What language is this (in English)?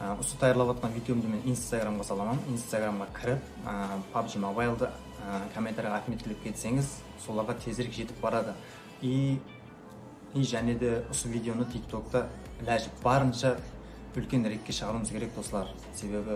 Kara-Kalpak